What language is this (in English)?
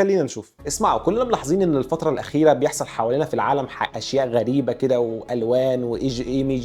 Egyptian Arabic